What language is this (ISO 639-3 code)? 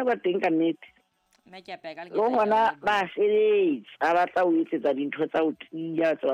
sot